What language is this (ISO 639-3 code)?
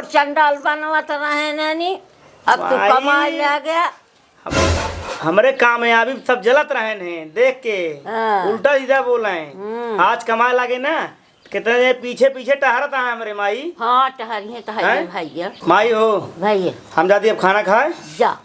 awa